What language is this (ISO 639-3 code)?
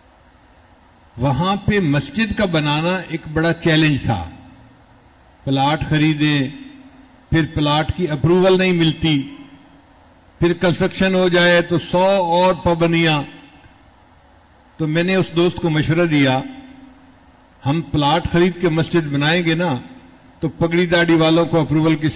urd